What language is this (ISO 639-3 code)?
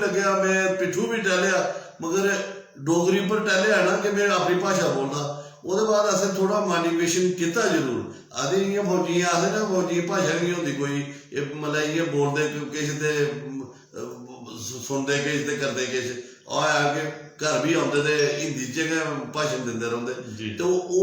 doi